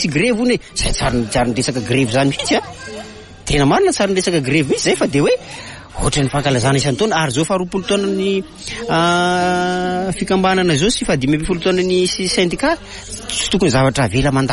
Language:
Malagasy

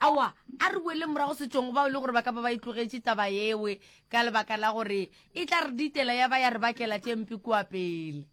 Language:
Northern Sotho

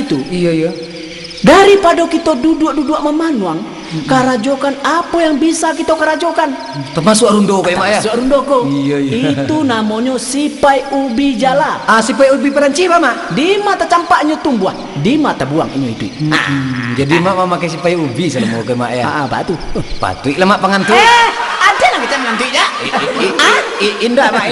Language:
Minangkabau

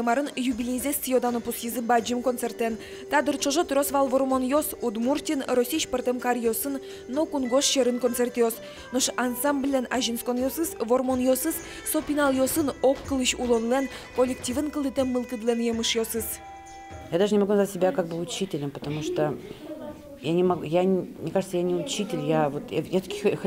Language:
Udmurt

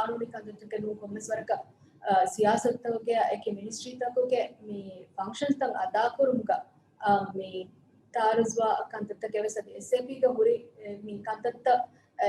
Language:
Divehi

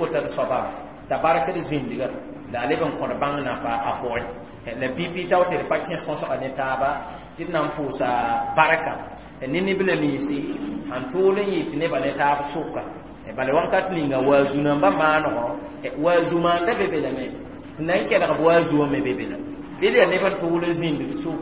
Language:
Mossi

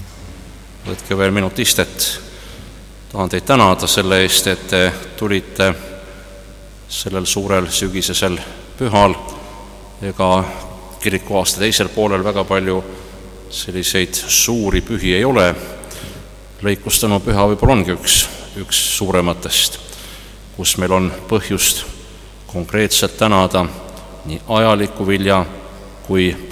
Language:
Estonian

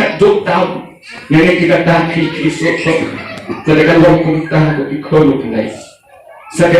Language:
Khasi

